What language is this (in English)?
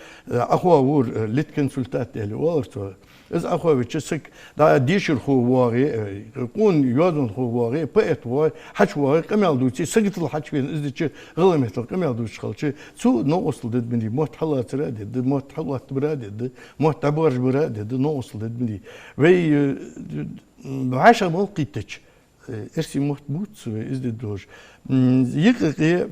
Ingush